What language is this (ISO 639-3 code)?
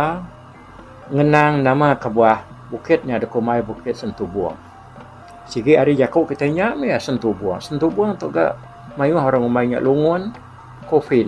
iba